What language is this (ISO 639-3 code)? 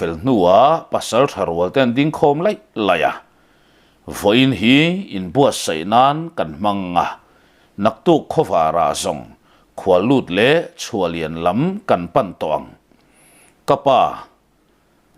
lus